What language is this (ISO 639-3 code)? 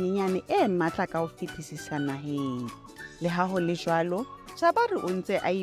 sot